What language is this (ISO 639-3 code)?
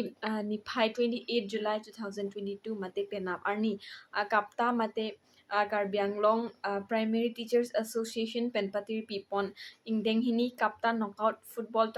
mjw